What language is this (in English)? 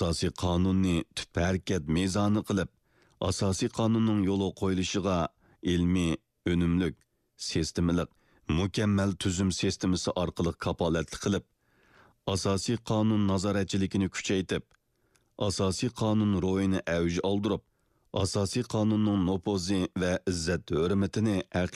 Uyghur